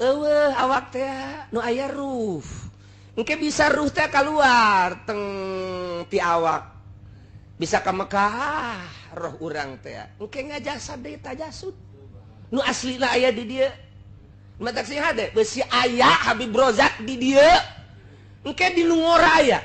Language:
Sundanese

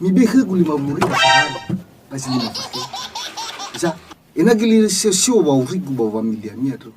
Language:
Nias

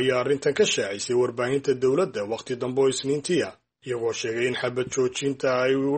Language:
Somali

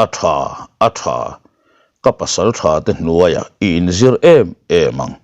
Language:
Mizo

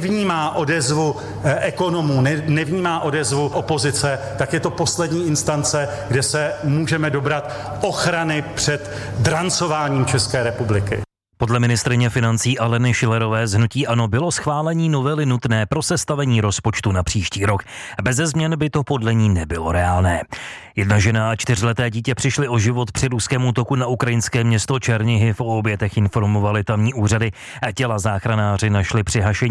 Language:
Czech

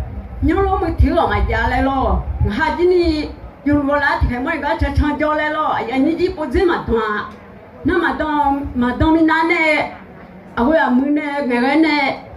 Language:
Akha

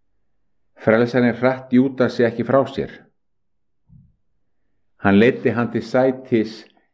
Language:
Icelandic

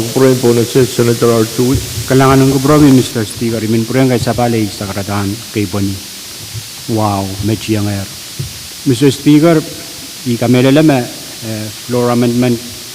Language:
Pohnpeian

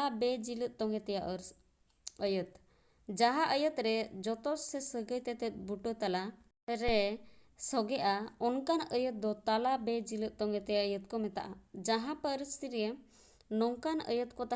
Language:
Santali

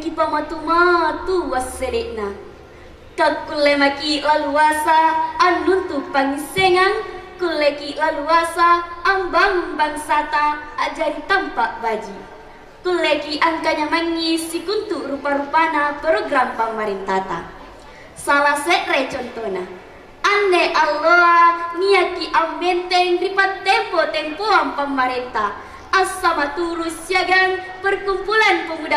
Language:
Makasar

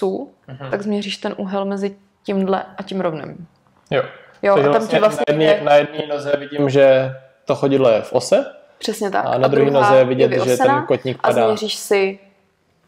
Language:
Czech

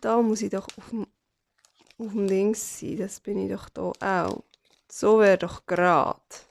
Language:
Swiss German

